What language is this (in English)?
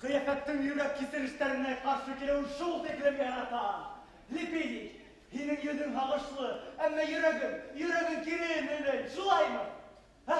Bashkir